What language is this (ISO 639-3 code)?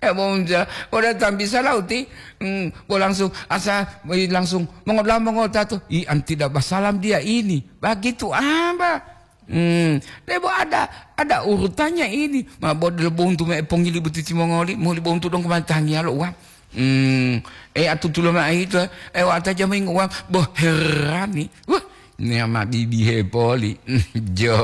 gor